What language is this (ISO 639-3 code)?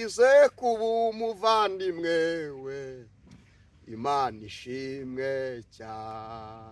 kin